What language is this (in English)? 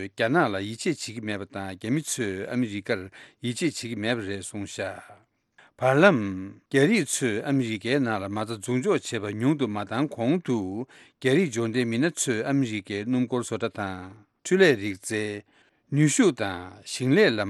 Tibetan